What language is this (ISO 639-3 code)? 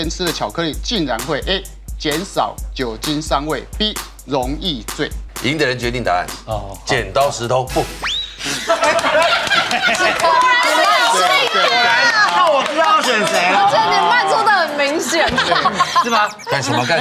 zho